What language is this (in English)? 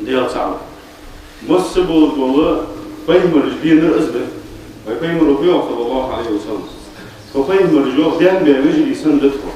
Ingush